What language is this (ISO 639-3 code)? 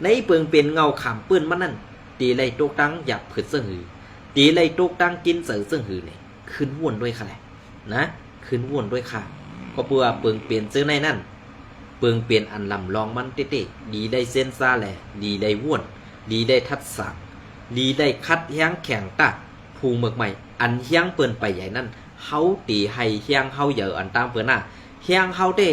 shn